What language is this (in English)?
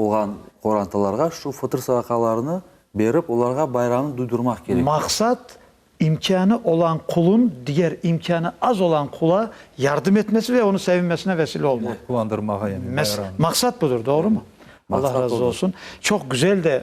Crimean Tatar